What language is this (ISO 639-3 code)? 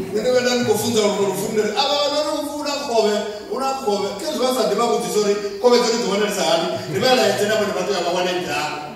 ven